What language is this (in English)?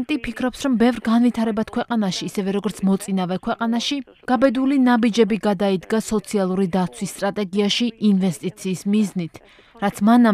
Georgian